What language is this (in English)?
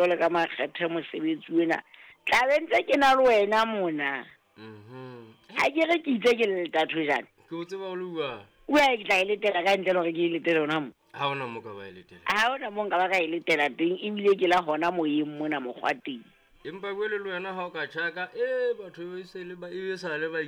Southern Sotho